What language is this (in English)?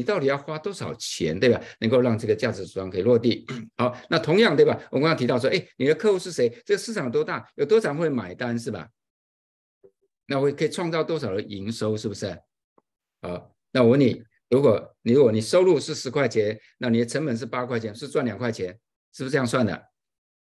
Chinese